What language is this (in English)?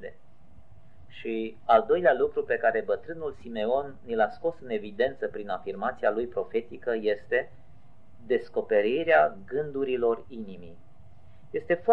Romanian